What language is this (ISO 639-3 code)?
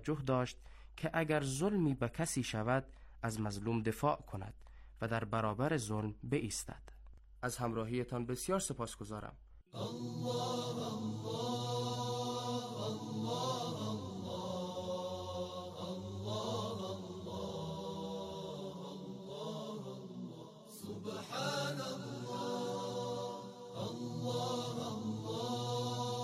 fas